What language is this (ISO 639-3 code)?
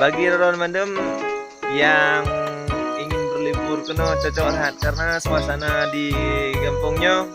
ace